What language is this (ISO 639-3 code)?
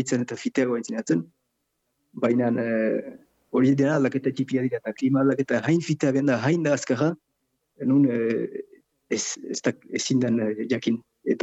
eus